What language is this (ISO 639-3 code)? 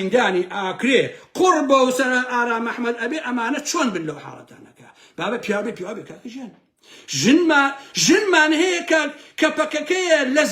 ckb